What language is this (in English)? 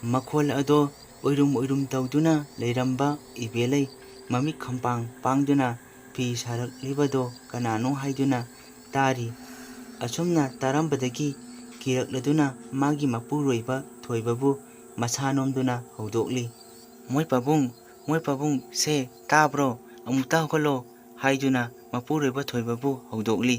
Manipuri